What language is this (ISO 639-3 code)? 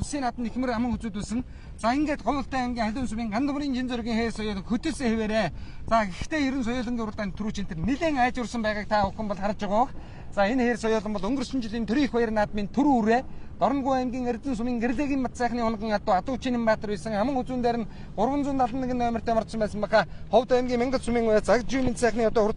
mon